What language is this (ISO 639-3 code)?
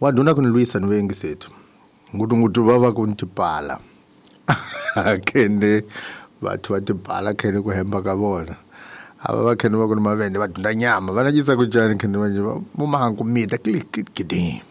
tso